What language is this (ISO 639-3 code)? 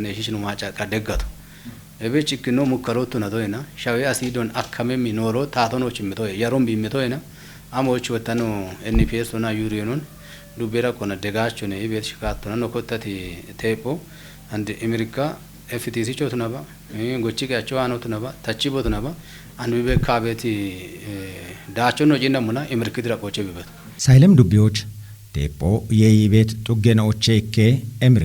kbr